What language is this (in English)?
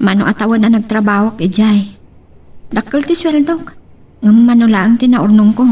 Iloko